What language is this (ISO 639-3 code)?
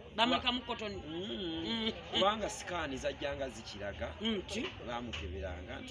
lug